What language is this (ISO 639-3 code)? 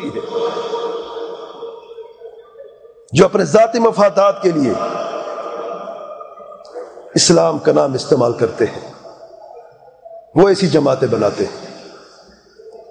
urd